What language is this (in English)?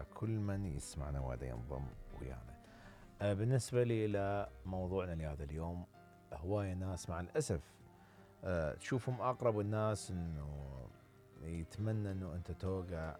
Mesopotamian Arabic